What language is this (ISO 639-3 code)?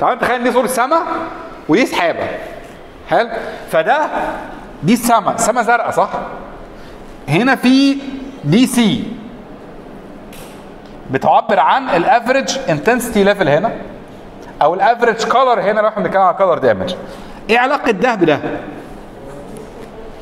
arz